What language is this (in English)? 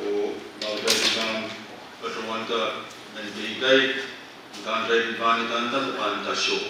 Pohnpeian